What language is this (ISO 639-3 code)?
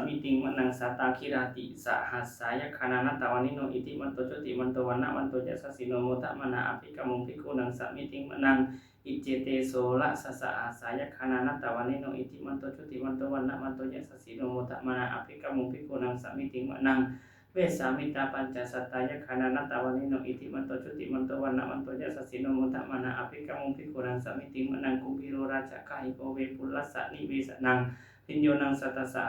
pli